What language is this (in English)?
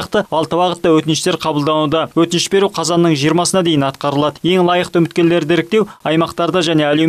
Kazakh